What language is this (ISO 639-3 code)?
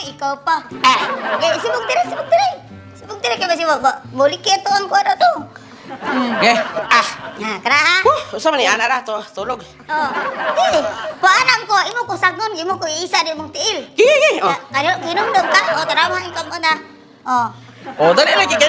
ceb